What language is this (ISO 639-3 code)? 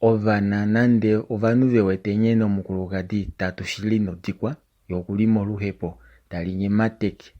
kua